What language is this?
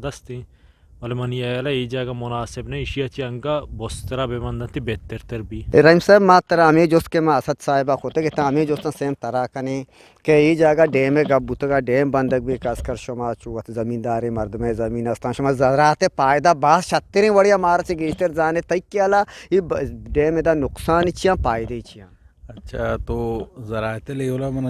Eastern Balochi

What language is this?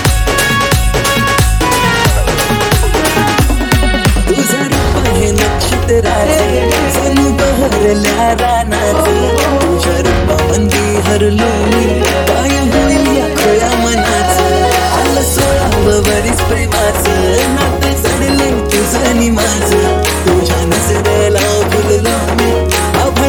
Marathi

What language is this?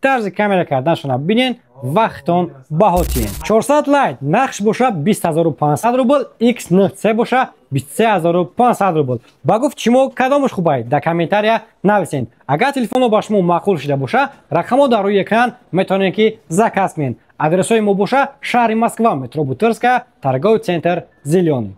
Tajik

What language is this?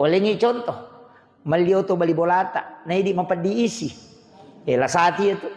Buginese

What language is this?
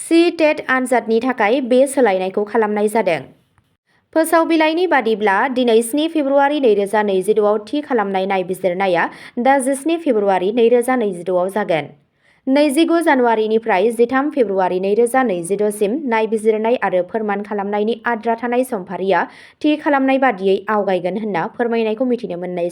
Bodo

